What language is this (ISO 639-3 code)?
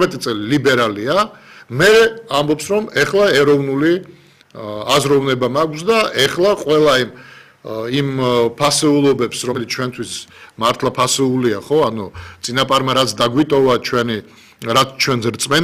kat